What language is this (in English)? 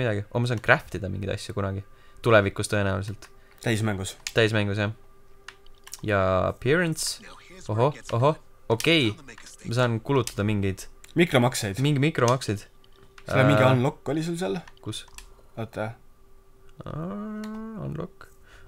Estonian